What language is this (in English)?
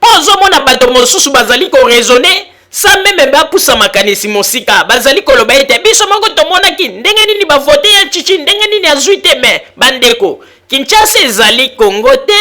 Lingala